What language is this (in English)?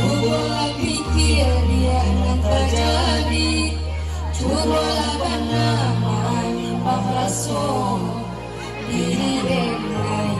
Minangkabau